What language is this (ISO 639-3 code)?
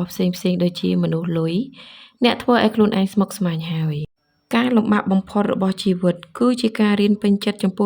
khm